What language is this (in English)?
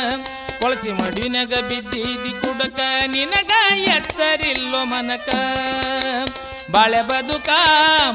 Kannada